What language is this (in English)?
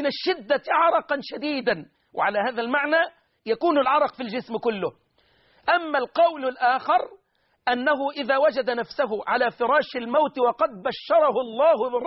Arabic